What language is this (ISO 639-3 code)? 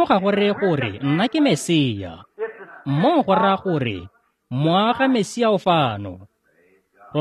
tsn